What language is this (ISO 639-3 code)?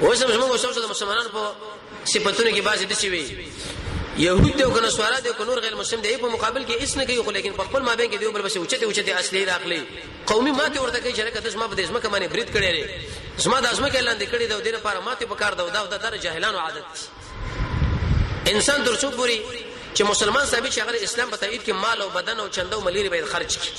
pus